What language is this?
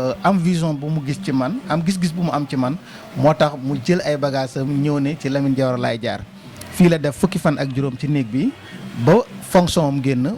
Wolof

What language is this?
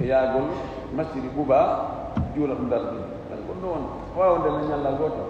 Fula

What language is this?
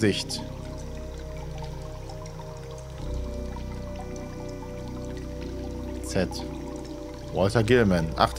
German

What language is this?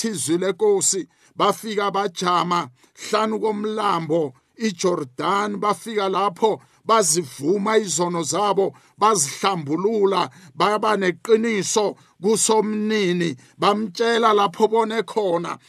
South Ndebele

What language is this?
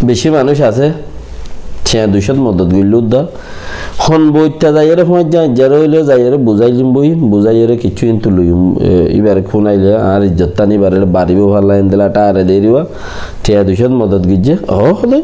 Rohingya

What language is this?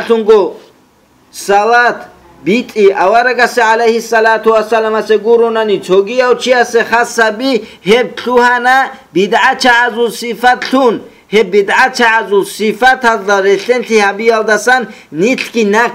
Avaric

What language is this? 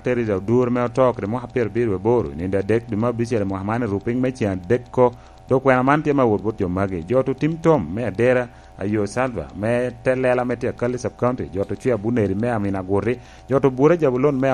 Lango (Uganda)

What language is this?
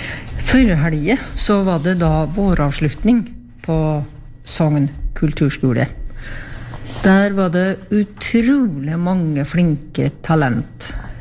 Norwegian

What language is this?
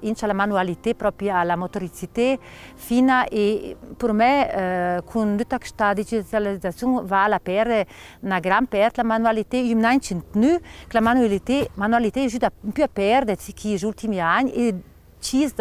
Ladin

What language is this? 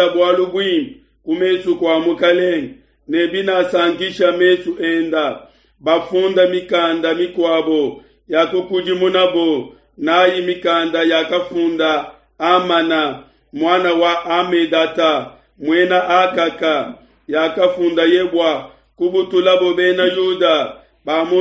Luba-Lulua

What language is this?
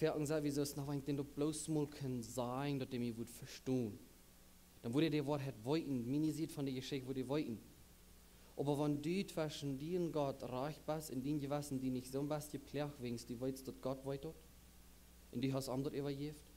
Plautdietsch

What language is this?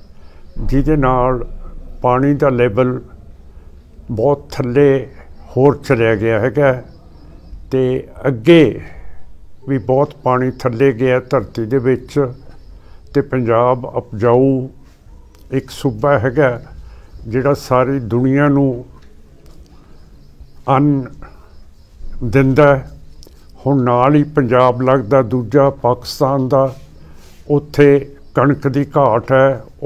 Punjabi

